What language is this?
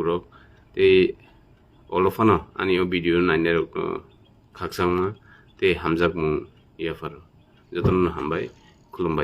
Kok Borok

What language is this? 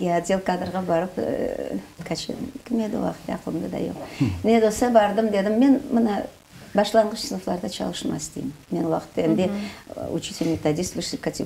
Crimean Tatar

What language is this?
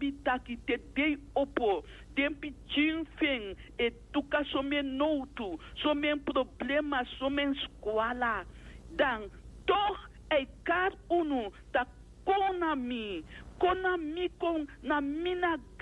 Dutch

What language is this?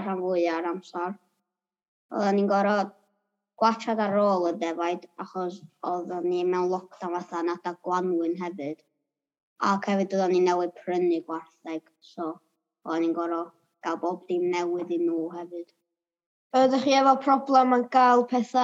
Welsh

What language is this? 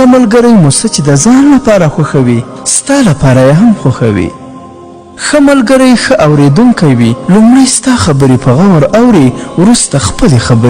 Pashto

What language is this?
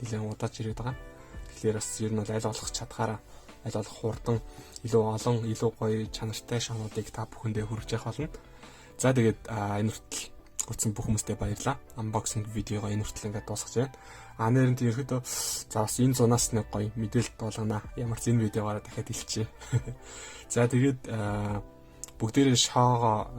Mongolian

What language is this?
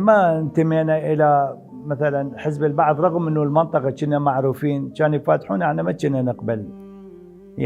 Mesopotamian Arabic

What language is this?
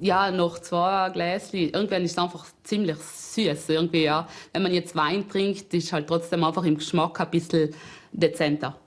Swiss German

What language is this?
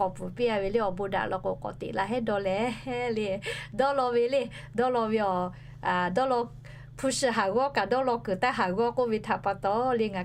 Lahu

